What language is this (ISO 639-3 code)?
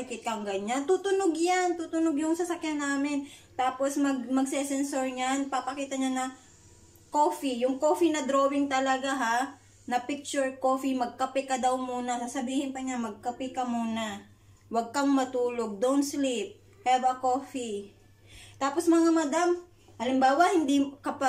fil